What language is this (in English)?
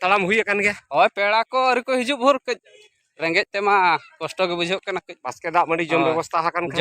Santali